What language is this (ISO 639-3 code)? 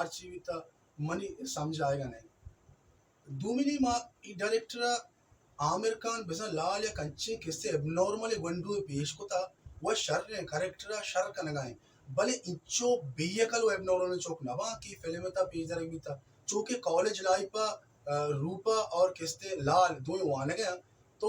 bal